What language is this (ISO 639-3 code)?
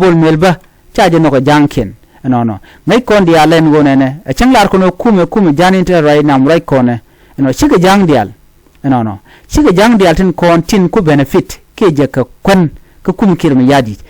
nus